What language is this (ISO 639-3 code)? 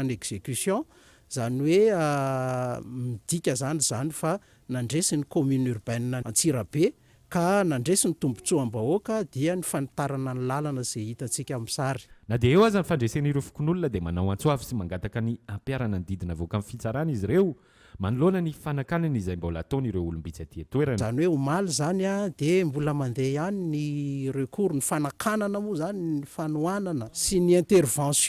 mlg